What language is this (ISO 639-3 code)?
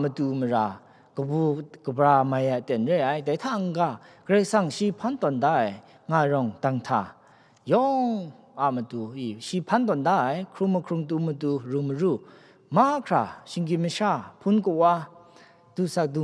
kac